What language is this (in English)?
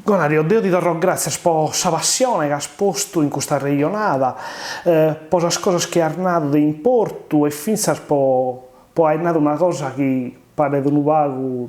Sardinian